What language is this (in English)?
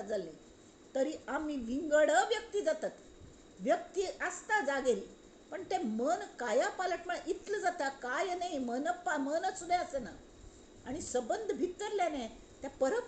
Konkani